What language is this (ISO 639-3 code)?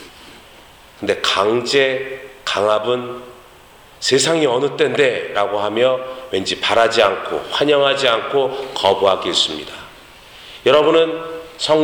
kor